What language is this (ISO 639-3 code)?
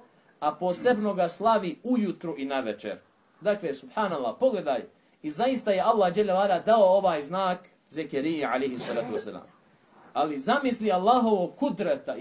bos